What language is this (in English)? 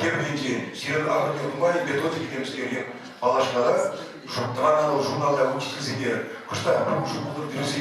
Chuvash